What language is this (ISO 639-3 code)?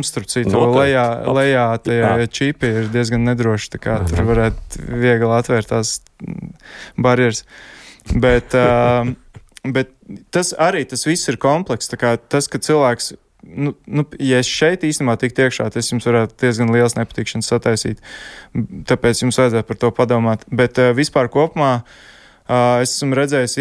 lav